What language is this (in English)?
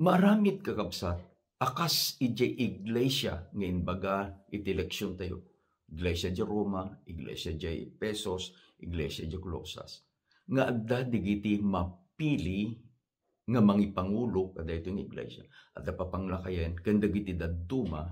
Iloko